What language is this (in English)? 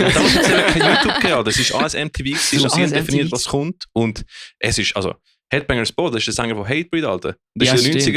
Swiss German